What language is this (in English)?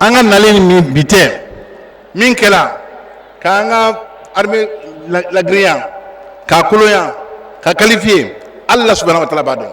Bambara